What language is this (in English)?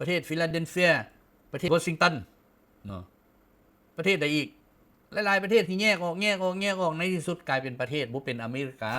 Lao